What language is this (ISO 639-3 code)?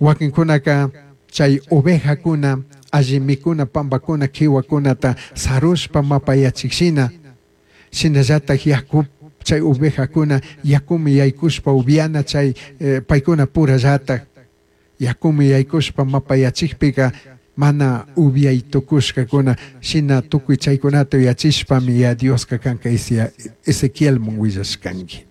qug